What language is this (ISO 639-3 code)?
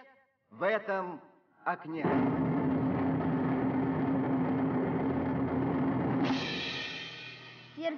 rus